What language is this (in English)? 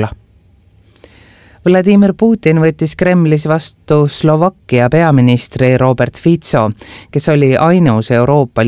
Estonian